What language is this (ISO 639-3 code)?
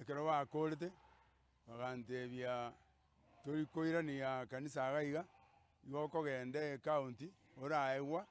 guz